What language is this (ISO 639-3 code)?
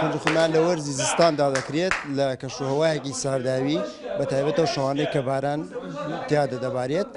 ckb